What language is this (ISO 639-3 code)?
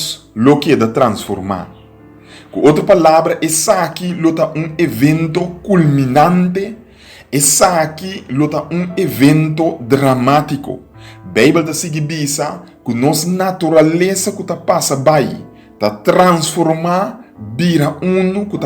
pap